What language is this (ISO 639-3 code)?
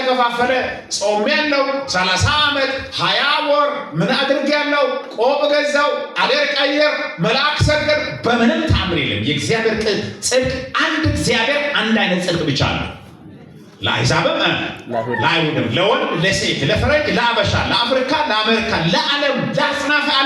amh